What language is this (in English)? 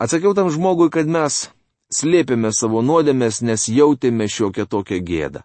Lithuanian